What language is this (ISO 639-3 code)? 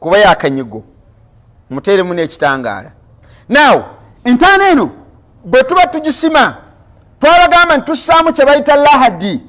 lug